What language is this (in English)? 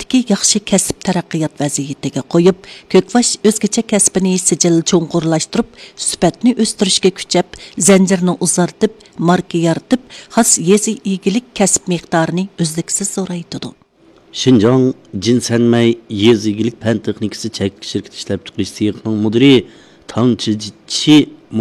Uyghur